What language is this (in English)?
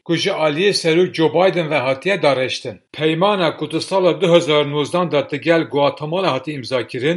Kurdish